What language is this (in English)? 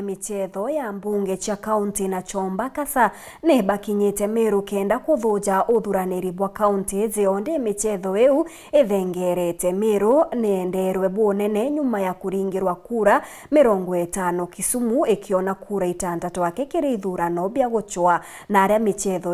Meru